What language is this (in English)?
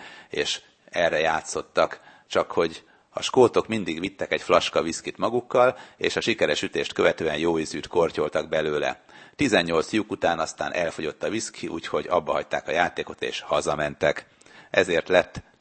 Hungarian